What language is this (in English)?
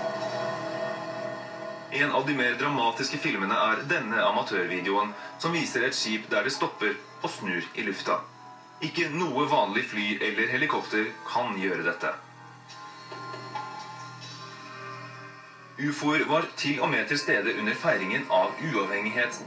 Norwegian